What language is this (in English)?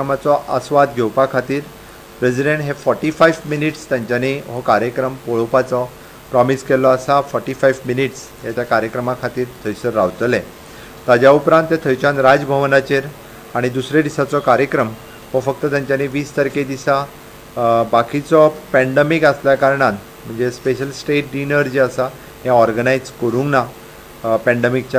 Konkani